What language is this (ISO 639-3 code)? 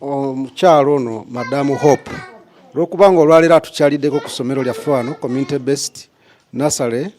lug